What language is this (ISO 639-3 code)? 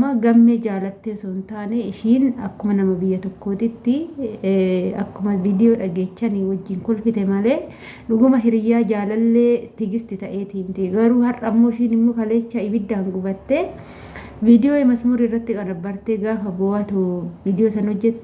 orm